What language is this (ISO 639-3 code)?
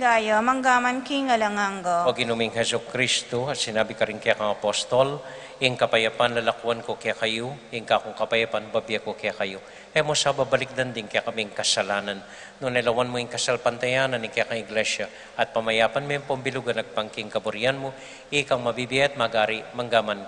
pam